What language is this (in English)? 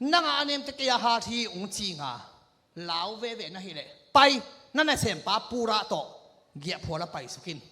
Tedim Chin